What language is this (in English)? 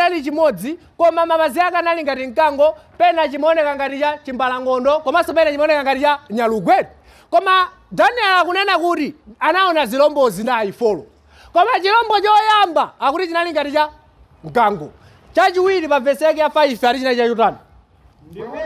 Nyanja